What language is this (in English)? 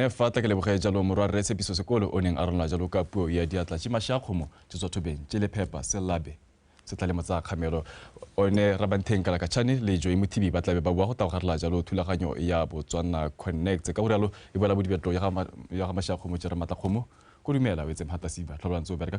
Tswana